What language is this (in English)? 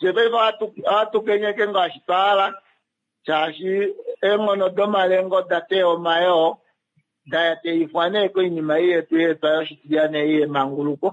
Kuanyama